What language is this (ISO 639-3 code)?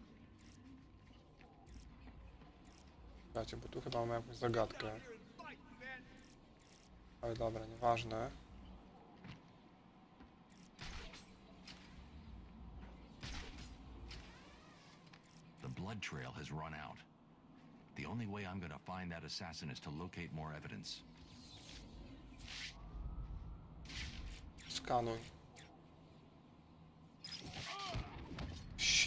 pol